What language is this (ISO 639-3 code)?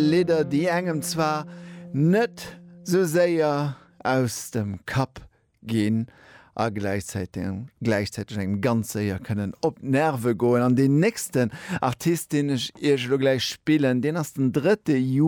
ltz